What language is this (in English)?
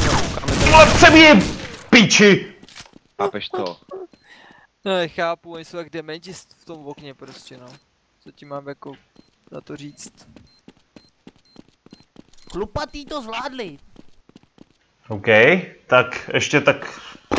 Czech